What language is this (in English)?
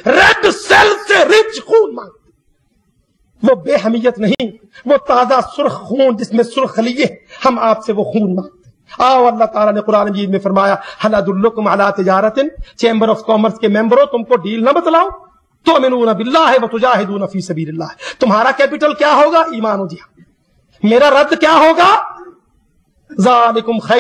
Urdu